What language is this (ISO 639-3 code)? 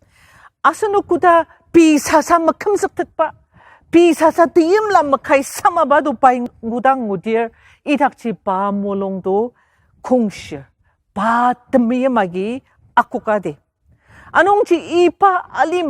njo